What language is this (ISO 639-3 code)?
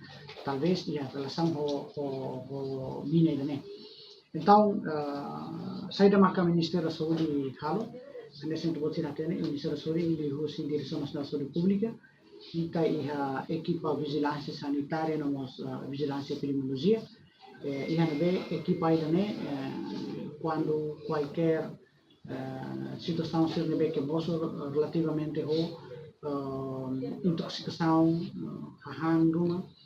tet